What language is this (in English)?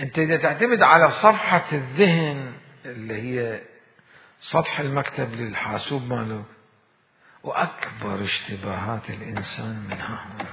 Mesopotamian Arabic